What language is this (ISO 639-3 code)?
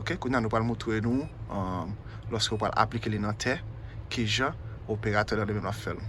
hat